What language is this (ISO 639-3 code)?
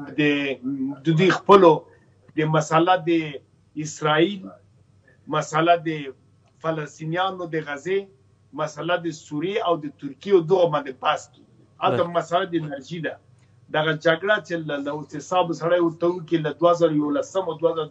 pus